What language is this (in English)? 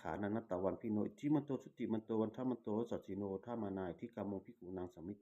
Pali